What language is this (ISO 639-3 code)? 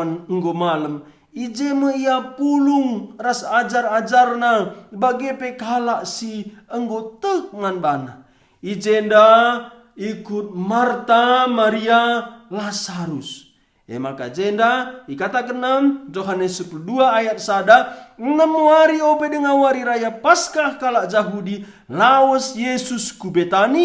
btx